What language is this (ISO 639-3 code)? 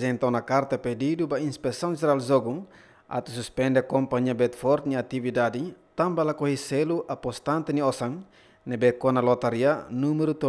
tet